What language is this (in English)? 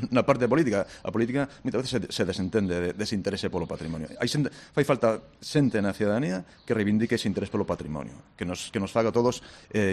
Galician